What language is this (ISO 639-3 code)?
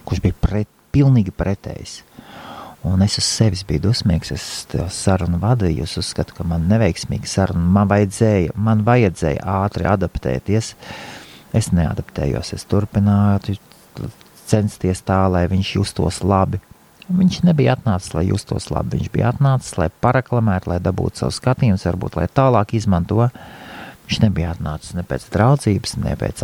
lav